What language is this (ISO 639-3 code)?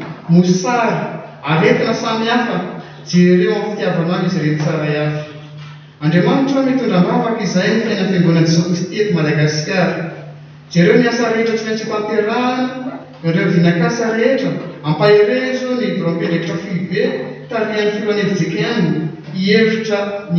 mlg